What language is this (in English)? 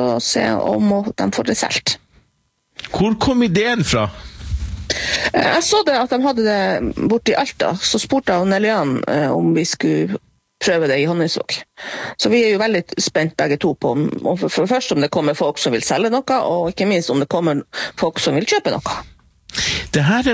Norwegian